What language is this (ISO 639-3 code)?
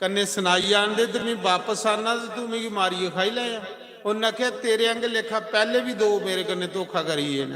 doi